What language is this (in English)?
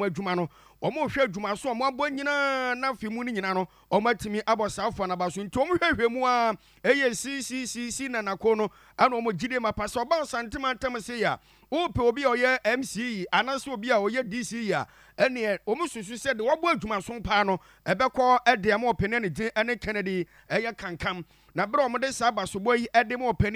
Akan